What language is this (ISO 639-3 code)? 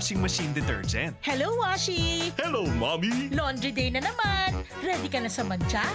bik